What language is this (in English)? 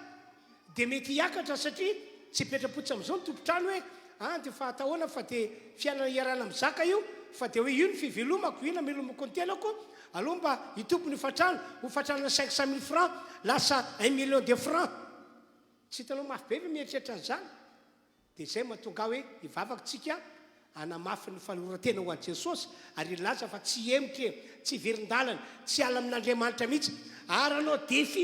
Malagasy